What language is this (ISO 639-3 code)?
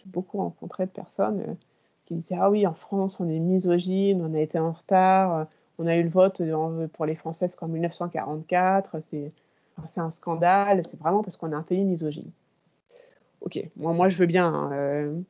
fra